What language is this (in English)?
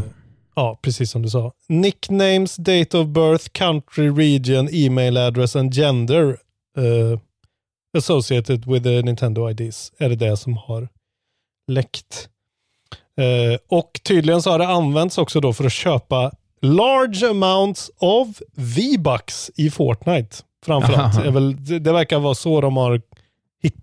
Swedish